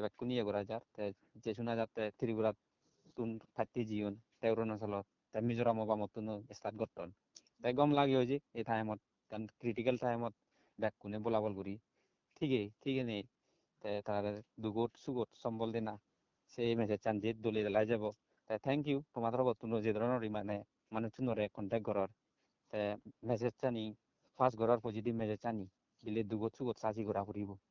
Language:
Chakma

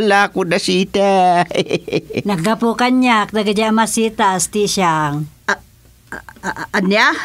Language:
Iloko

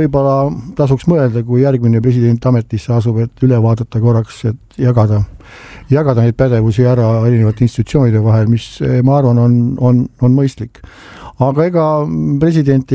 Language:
Estonian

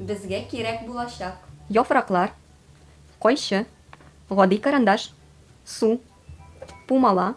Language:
Tatar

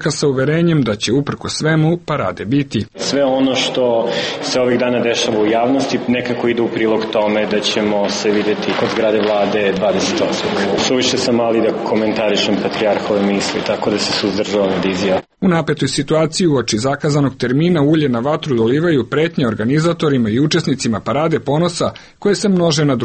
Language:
Serbian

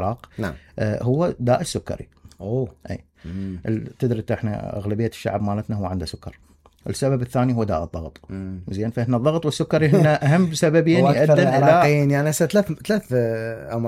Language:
Mesopotamian Arabic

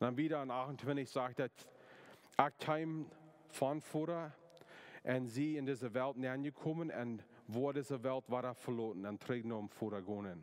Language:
Plautdietsch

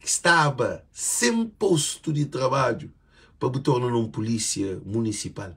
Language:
Kabuverdianu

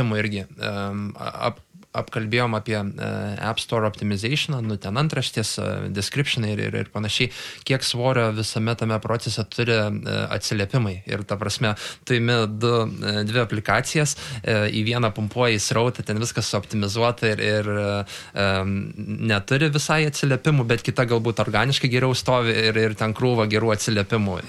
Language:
Lithuanian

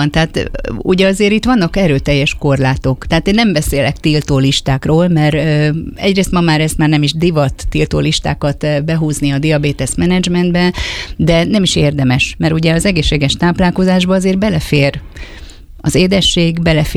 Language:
Hungarian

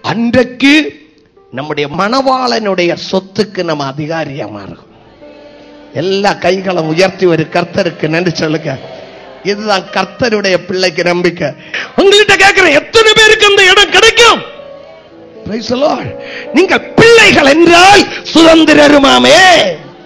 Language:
Tamil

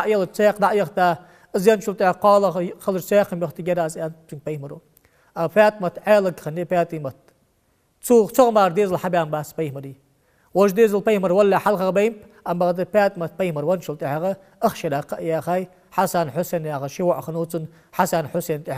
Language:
Ingush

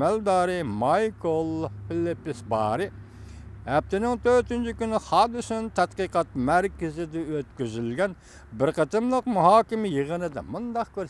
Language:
Uyghur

